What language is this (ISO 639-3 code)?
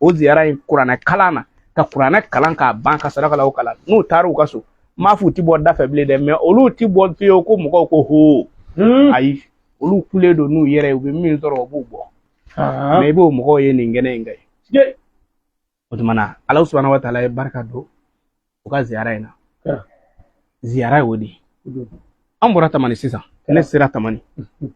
bam